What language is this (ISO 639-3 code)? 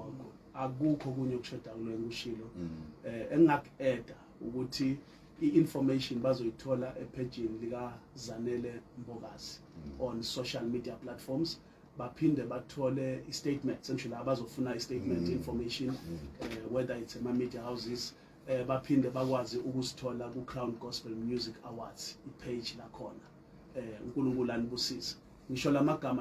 zul